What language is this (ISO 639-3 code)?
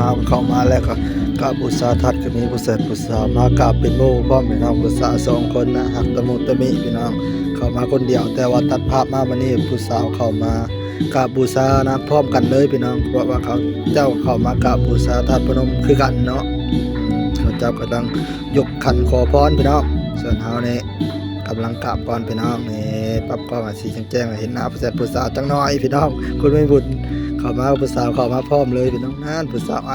tts